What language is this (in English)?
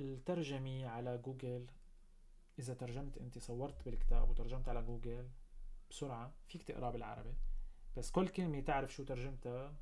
North Levantine Arabic